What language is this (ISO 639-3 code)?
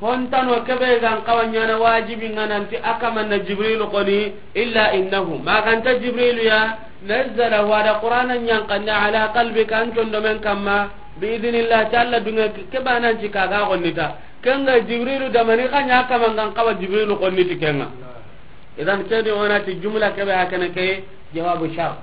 snk